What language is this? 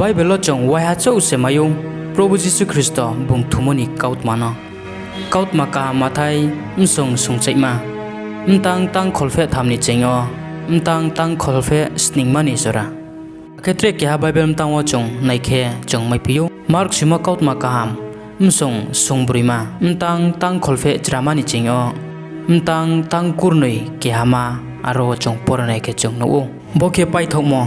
Riang (India)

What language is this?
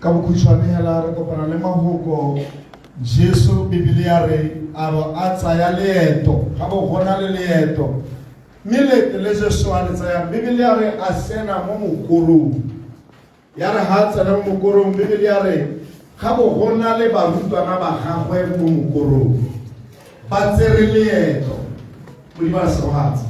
Tswana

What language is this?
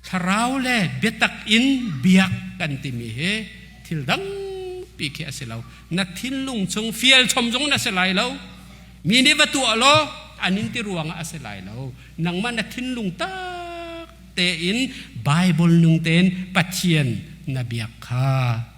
Hakha Chin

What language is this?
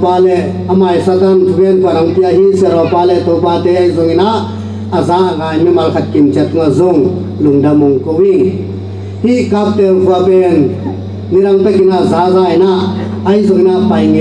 Tedim Chin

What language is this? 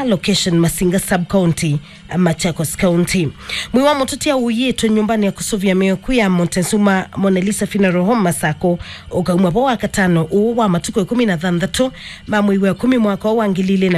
Kamba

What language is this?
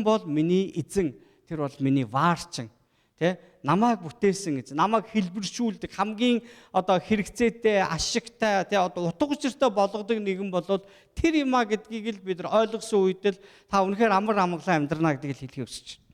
Mongolian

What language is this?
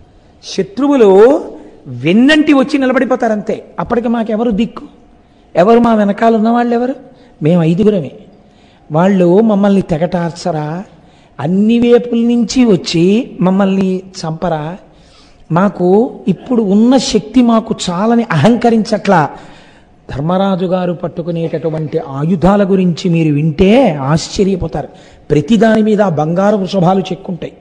Telugu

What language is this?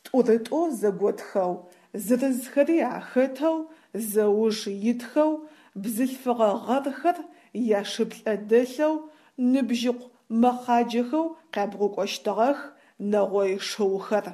Adyghe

